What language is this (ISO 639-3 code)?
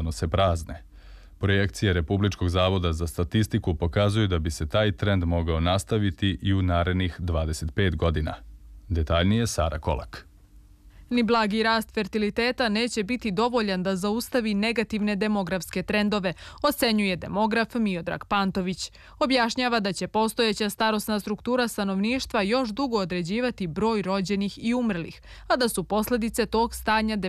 srp